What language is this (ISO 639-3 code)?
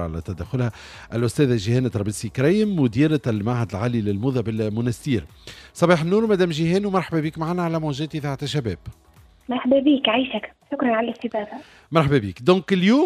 aeb